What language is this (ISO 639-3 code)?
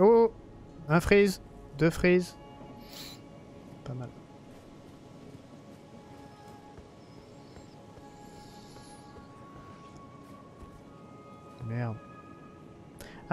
fra